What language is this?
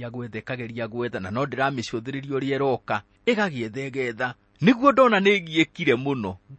Kikuyu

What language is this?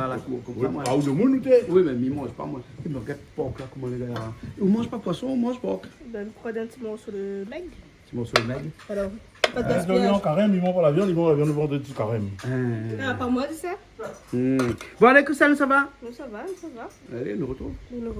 Réunion Creole French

